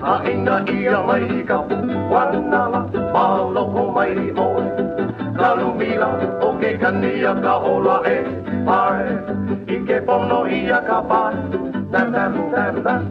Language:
Hawaiian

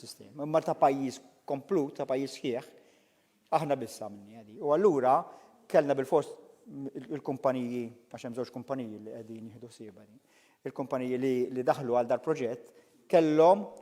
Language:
Maltese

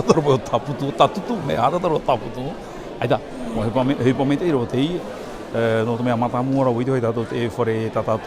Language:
Tahitian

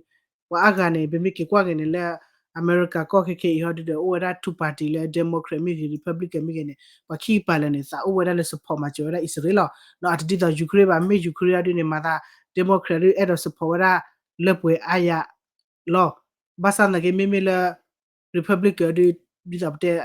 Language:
S'gaw Karen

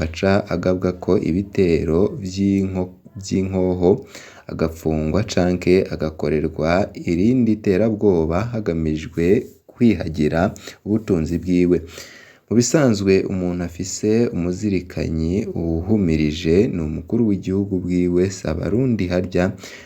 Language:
Rundi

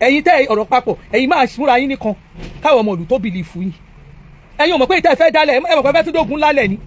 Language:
Yoruba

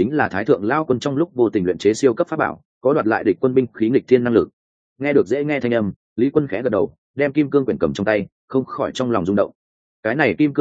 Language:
Vietnamese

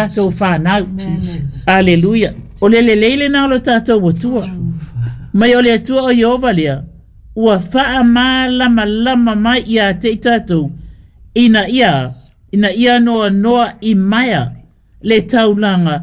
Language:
Samoan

